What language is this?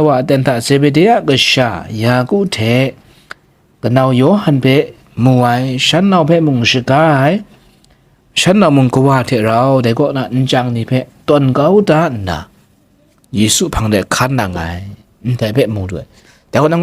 Kachin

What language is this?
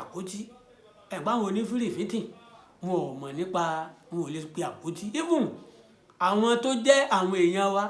Yoruba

